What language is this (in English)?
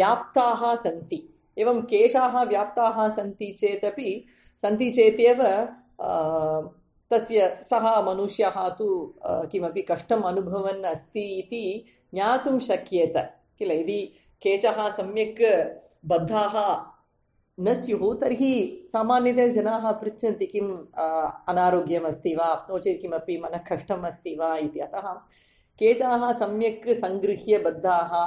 Sanskrit